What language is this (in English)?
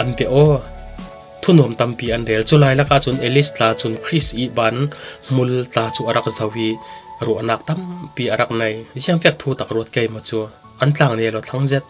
Falam Chin